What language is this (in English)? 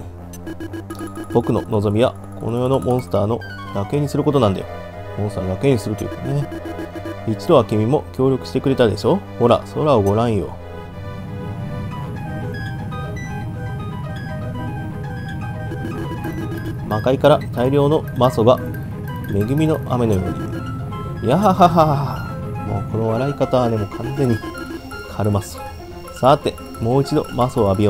Japanese